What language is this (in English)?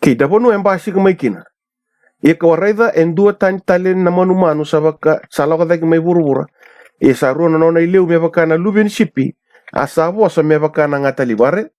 Fijian